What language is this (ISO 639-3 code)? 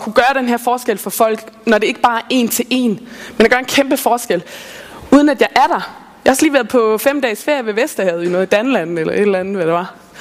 dan